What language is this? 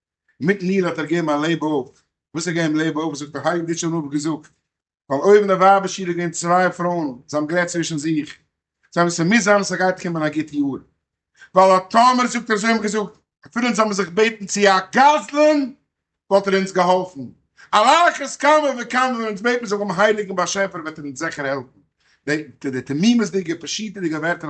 Yiddish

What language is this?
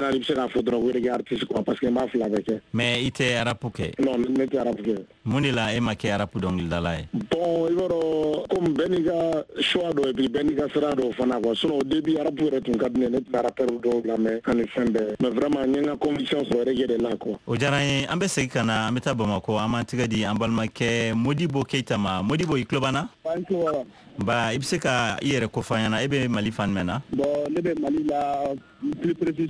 Bambara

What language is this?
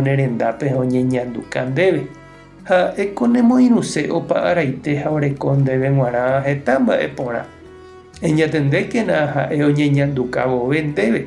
Guarani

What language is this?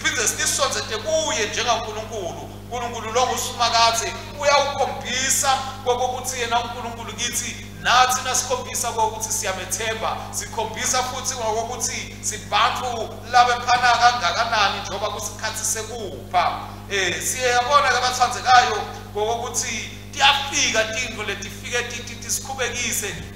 Swati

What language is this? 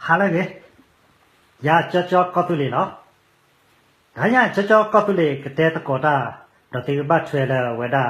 S'gaw Karen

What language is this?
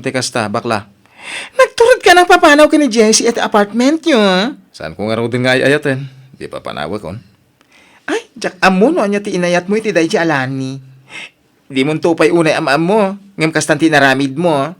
Iloko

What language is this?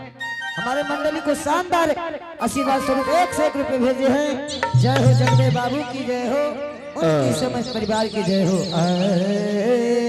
Angika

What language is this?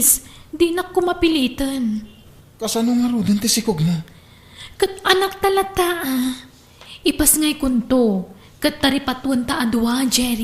Iloko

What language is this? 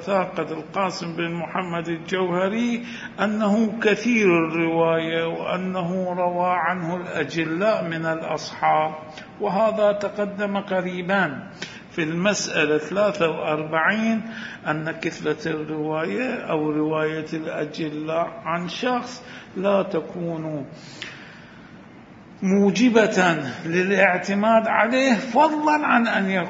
Arabic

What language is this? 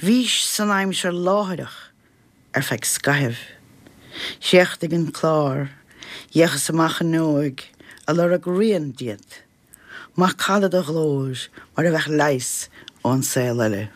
Irish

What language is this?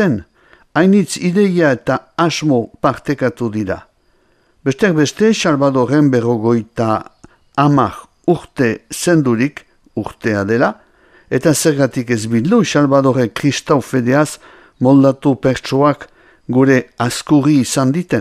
Basque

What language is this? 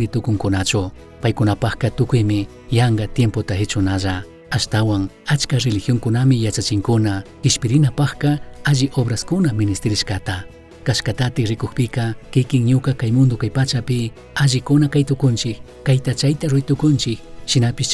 Chimborazo Highland Quichua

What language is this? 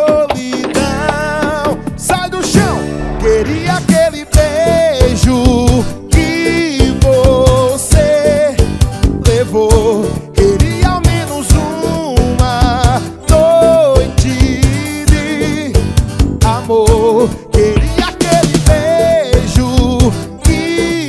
Portuguese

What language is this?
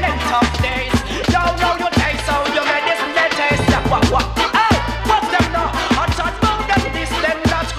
English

